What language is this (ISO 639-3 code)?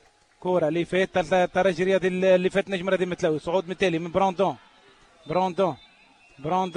aeb